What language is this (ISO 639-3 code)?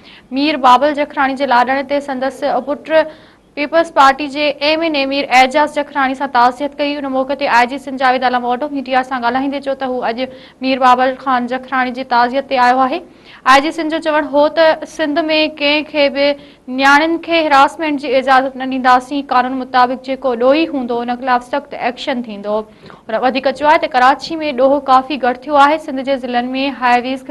snd